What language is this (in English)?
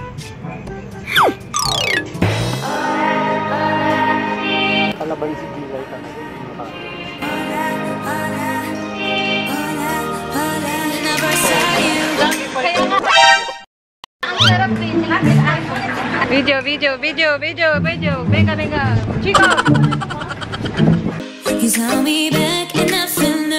Filipino